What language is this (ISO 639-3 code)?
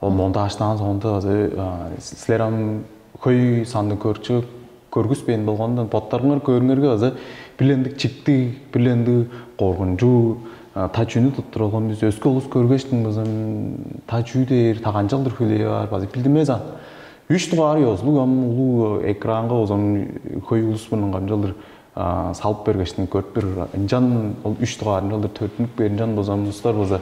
tyv